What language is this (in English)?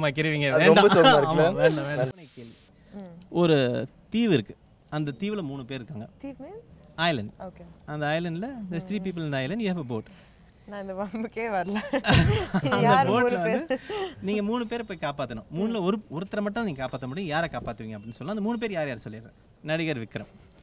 Tamil